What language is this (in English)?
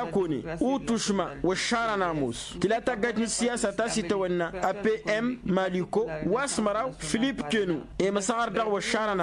Tamasheq